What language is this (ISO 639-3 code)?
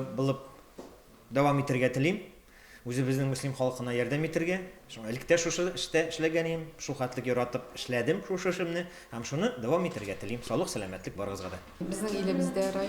tat